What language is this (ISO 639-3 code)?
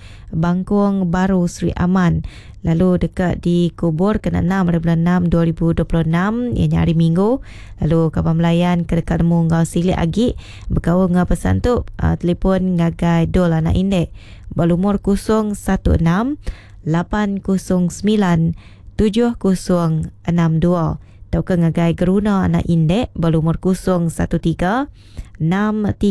iba